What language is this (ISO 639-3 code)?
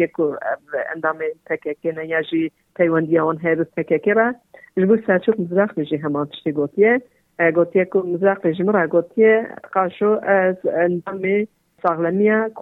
kur